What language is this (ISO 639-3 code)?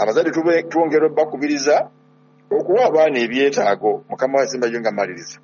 lug